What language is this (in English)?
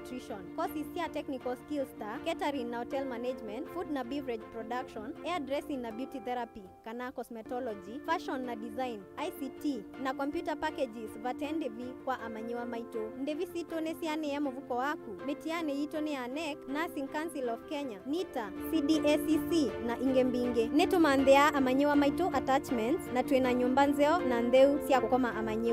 Kamba